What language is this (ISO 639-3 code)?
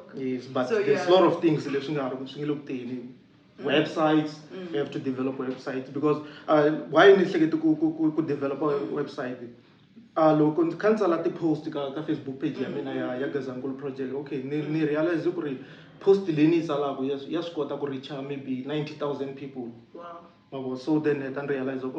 tso